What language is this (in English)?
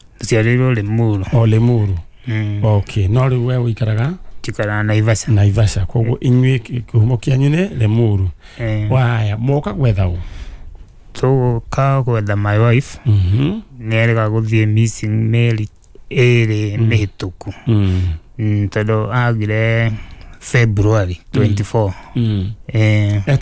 Kikuyu